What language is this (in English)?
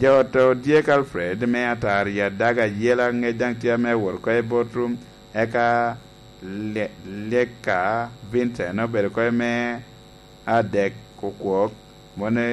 Lango (Uganda)